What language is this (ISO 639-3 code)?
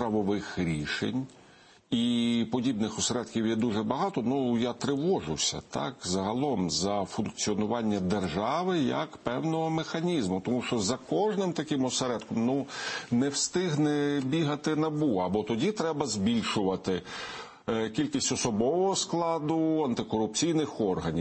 ukr